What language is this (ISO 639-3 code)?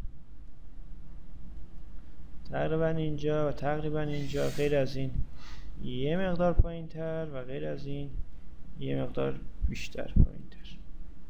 fas